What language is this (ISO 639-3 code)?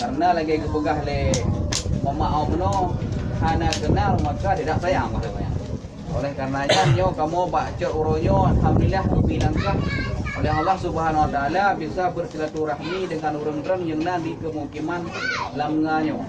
ace